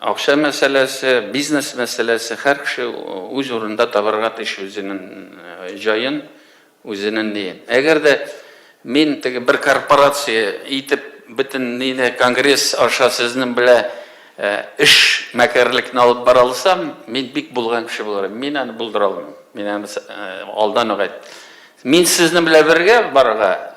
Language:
Tatar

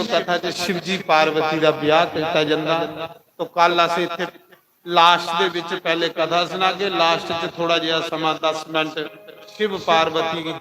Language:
Dogri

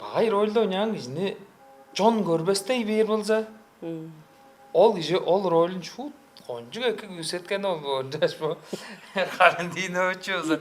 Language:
Tuvinian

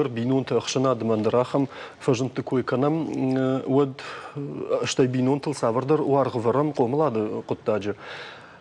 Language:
Ossetic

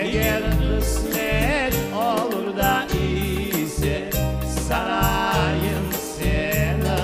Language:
Crimean Tatar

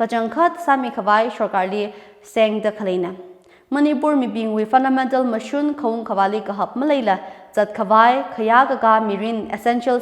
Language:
Tangkhul Naga (India)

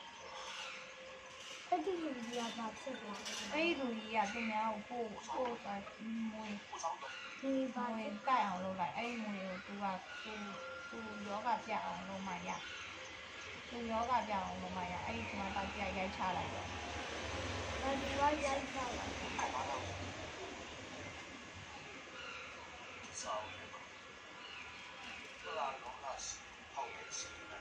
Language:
Burmese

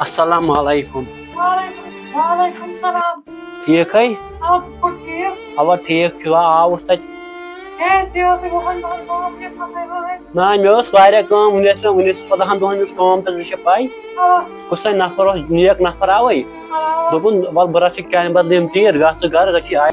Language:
Kashmiri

